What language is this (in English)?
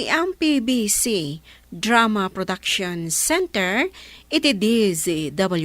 Iloko